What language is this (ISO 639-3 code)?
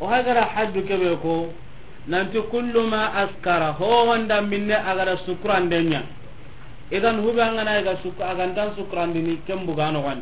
snk